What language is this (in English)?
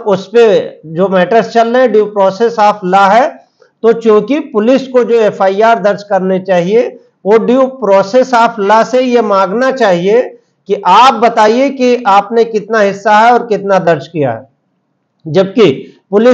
Hindi